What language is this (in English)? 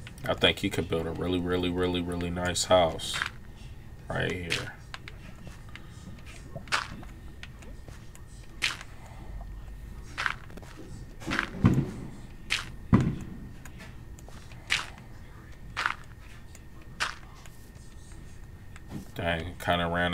English